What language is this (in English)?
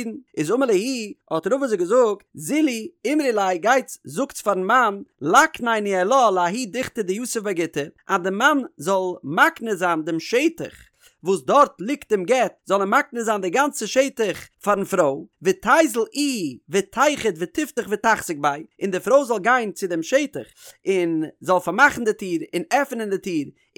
Yiddish